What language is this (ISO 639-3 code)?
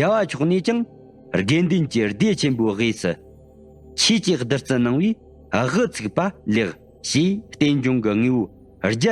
bod